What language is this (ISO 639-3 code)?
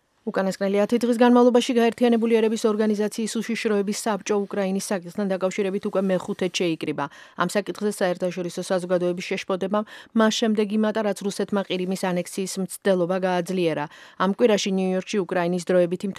kat